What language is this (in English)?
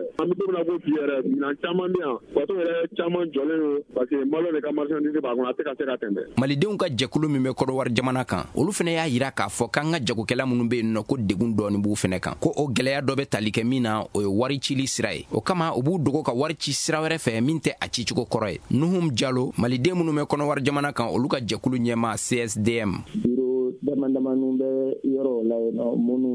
Bambara